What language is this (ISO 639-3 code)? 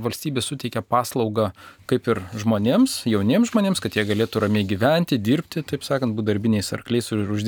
lit